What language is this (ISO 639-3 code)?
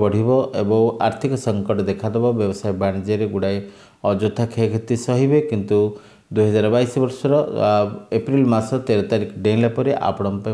ori